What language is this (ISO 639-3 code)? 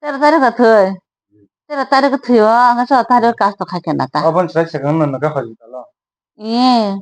trp